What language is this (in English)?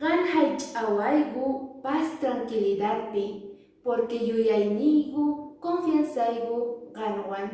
Quechua